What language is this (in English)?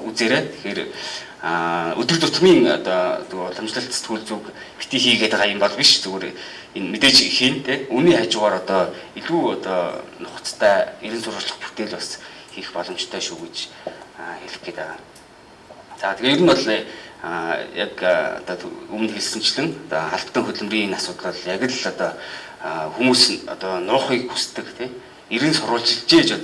Mongolian